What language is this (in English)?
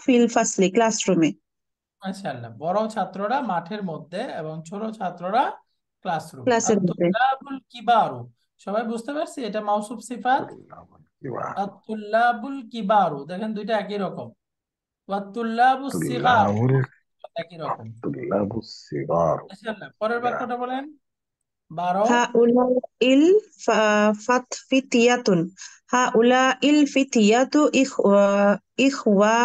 Bangla